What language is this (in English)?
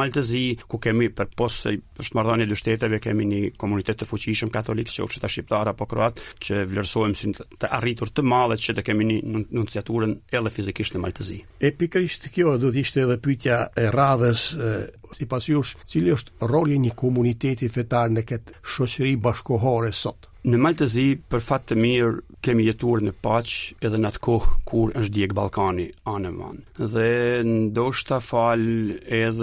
Albanian